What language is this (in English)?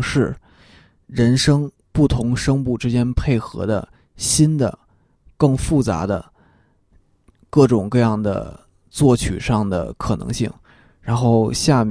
Chinese